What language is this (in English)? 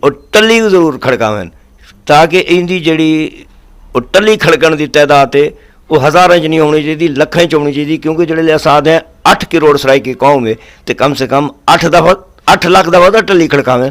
Saraiki